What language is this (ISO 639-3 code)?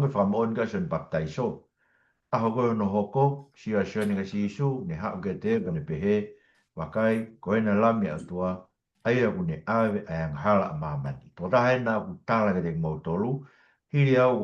ton